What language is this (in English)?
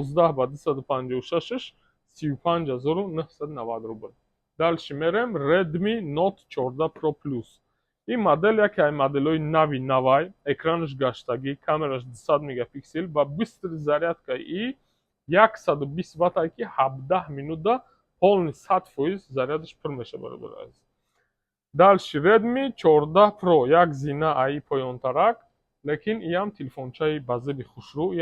Tajik